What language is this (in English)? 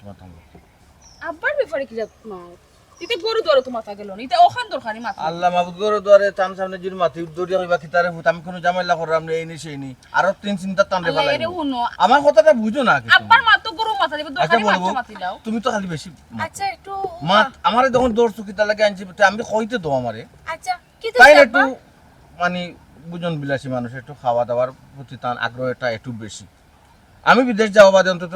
Sylheti